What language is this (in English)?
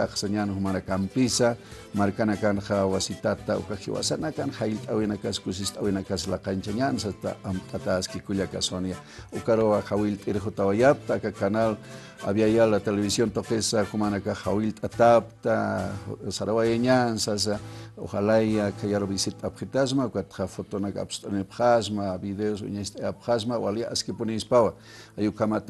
Aymara